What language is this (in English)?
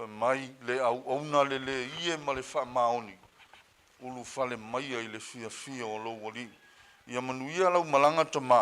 Samoan